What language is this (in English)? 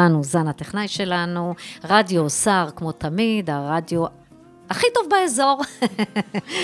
Hebrew